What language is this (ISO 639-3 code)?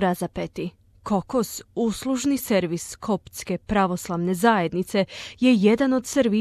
hrv